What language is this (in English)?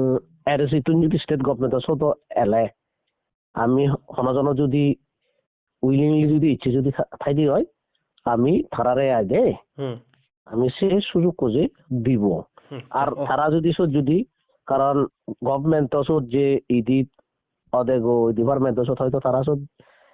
Chakma